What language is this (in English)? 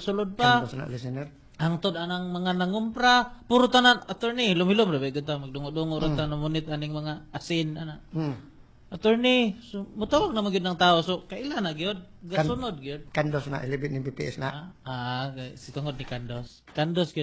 Cebuano